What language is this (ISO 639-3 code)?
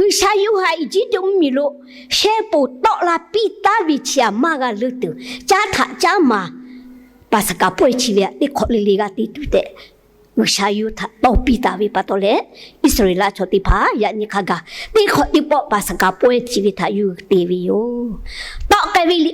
lhu